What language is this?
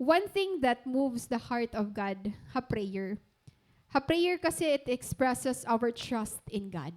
Waray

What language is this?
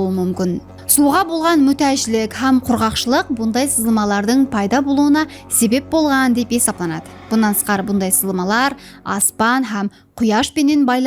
Kara-Kalpak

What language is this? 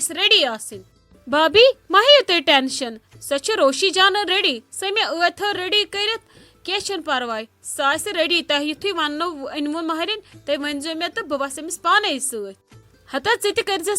Kashmiri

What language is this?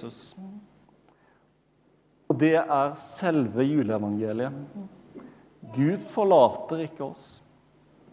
Norwegian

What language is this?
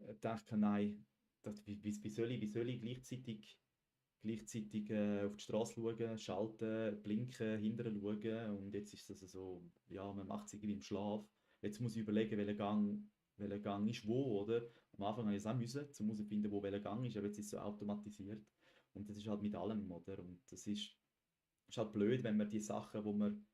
Swiss German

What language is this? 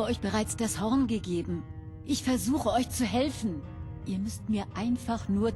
Bavarian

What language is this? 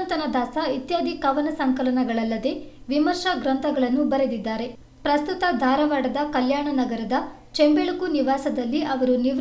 Kannada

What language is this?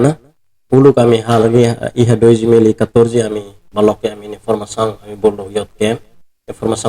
Tetum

